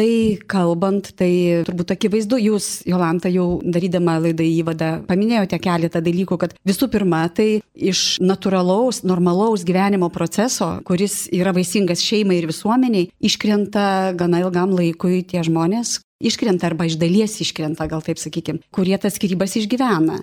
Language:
Lithuanian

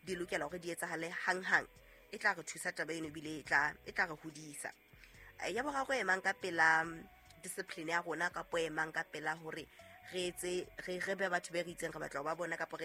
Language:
Southern Sotho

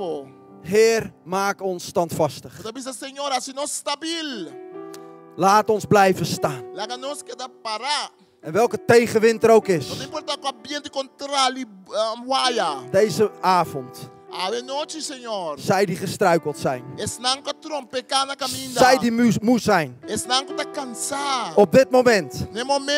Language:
Papiamento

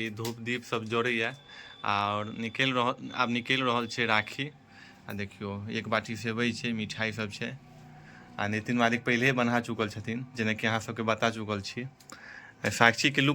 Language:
Maithili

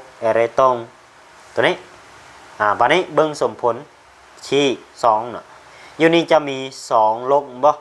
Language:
Lao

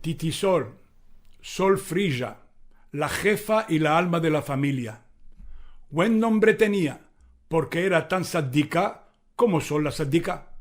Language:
Ladino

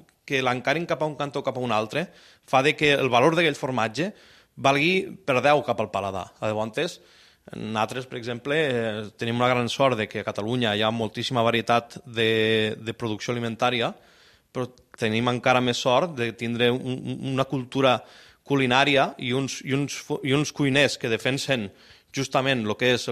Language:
Catalan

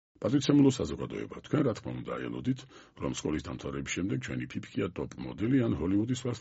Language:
Georgian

